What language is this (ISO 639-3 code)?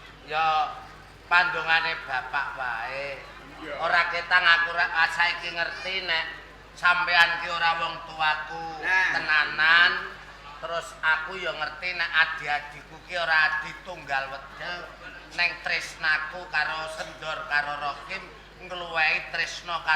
jav